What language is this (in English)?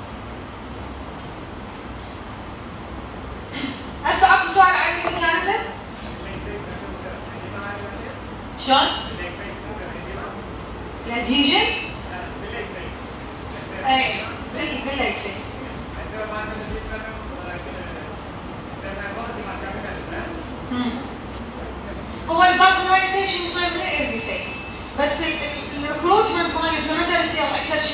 Mesopotamian Arabic